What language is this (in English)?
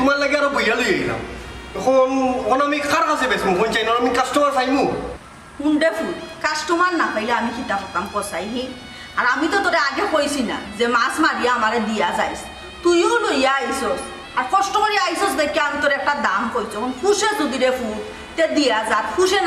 Sylheti